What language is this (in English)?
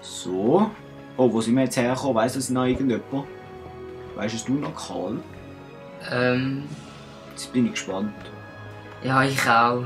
Swiss German